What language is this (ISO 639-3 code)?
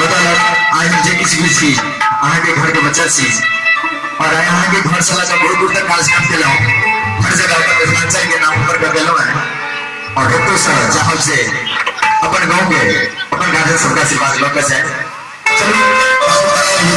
mai